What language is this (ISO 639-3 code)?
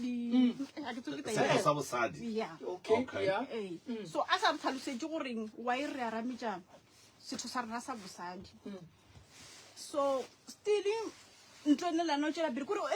nso